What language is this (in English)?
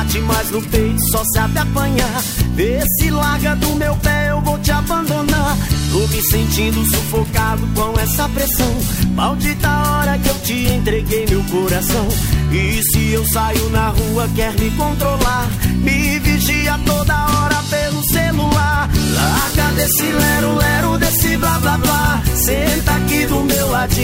Portuguese